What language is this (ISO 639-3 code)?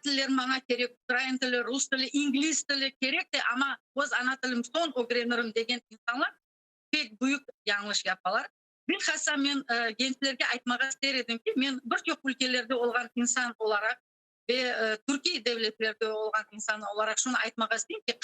crh